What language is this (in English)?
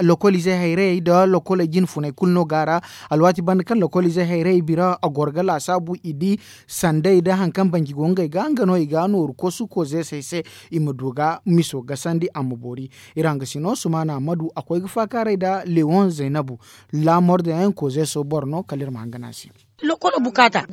Zarma